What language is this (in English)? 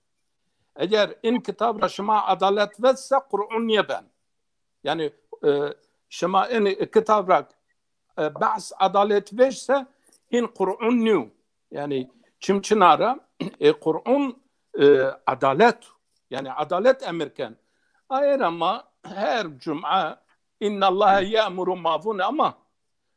Zaza